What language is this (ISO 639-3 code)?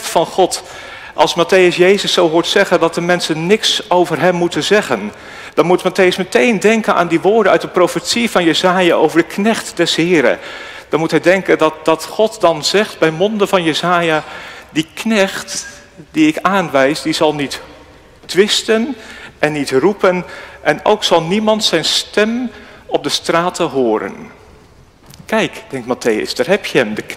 nld